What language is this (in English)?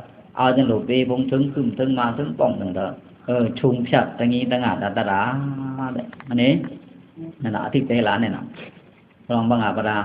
Pa'o Karen